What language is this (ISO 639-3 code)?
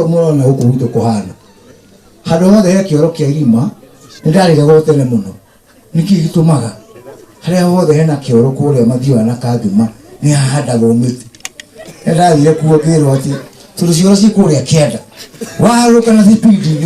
kik